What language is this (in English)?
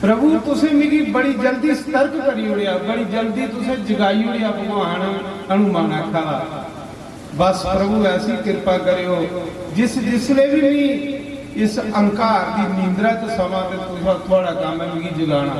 Dogri